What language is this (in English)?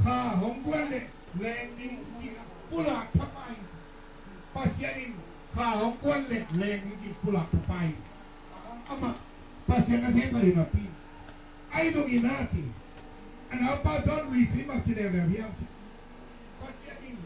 Tedim Chin